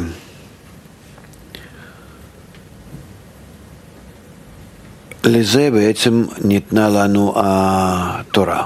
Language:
Hebrew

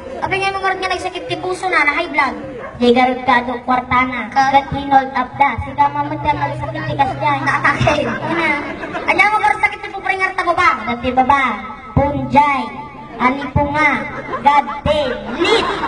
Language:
Iloko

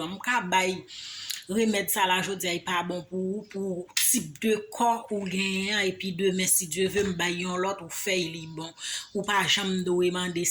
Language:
Haitian Creole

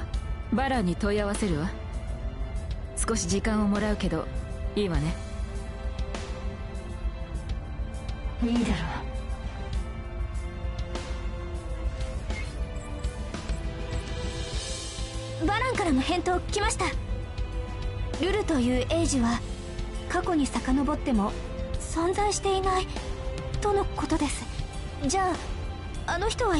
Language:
Japanese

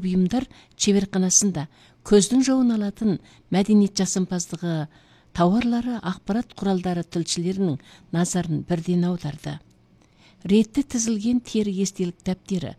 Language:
Kazakh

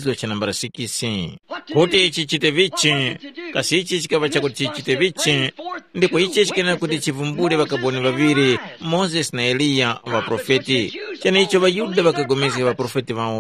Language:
Tumbuka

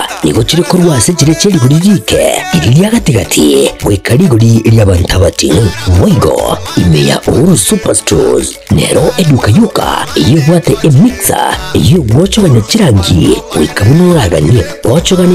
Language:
Gusii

